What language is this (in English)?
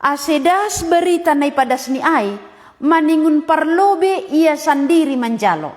Batak Simalungun